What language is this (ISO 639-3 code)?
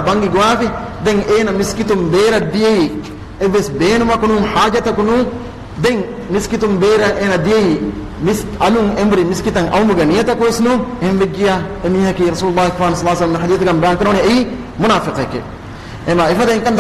div